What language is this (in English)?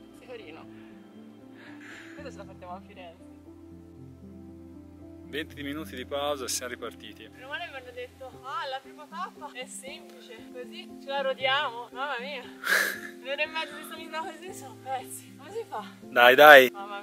Italian